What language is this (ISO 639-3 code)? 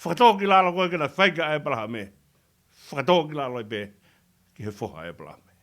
ton